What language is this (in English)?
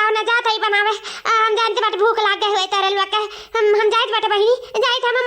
Awadhi